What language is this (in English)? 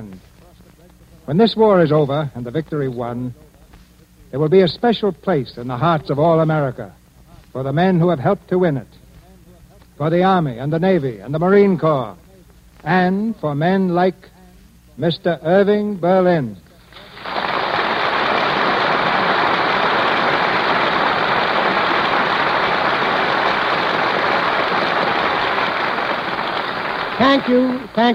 English